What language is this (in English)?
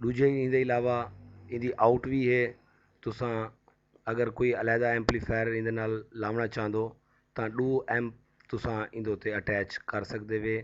Saraiki